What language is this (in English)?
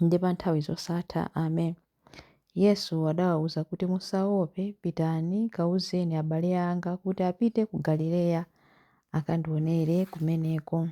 Nyanja